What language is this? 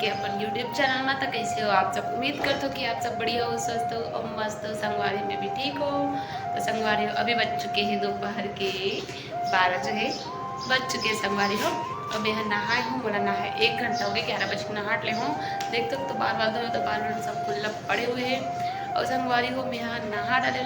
Chhattisgarhi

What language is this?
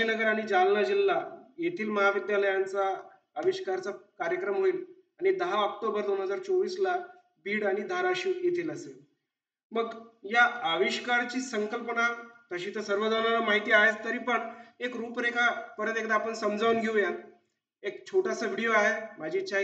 Marathi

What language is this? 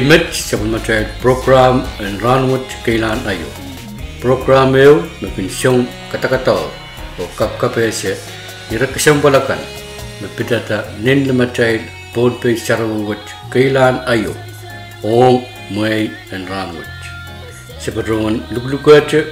Pohnpeian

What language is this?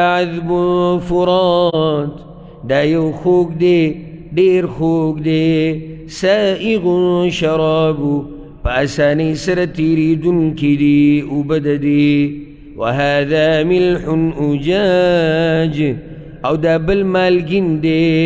Pashto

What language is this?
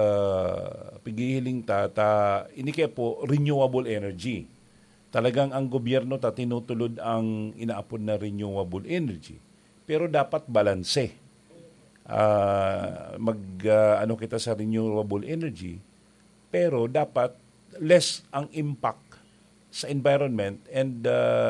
Bikol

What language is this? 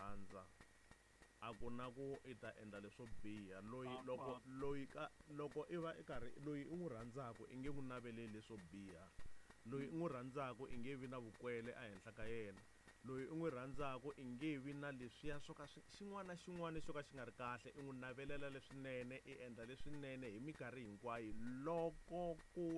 Tsonga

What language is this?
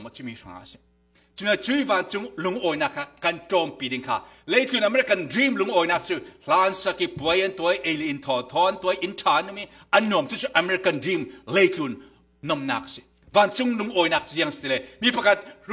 Falam Chin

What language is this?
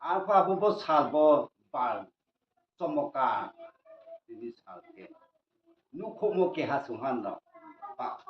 Riang (India)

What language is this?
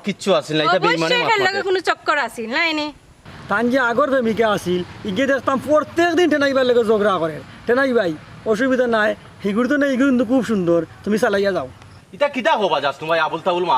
Sylheti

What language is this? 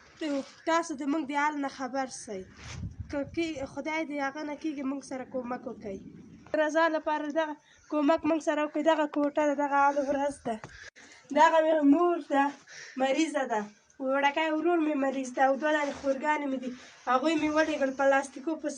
Pashto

